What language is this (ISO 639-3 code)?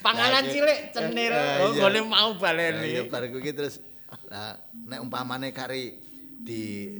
jav